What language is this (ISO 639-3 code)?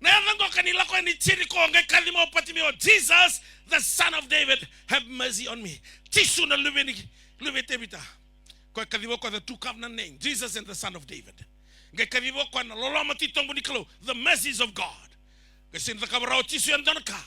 fij